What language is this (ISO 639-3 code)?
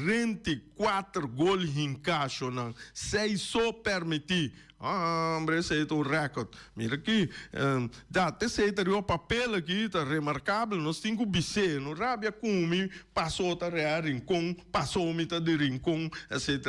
pap